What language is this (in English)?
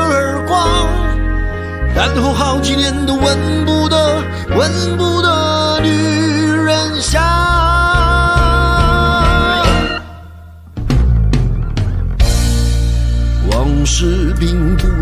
Chinese